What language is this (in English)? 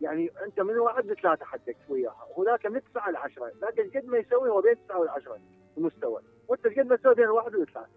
Mesopotamian Arabic